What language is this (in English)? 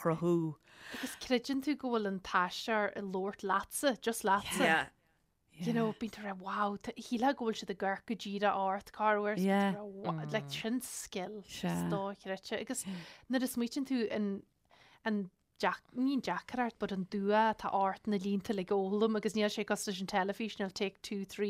Irish